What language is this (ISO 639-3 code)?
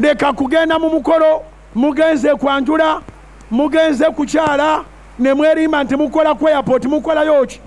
lug